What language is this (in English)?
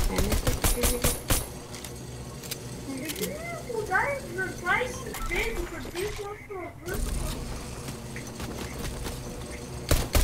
Bulgarian